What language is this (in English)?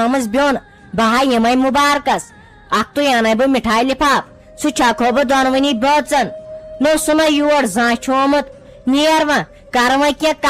Kashmiri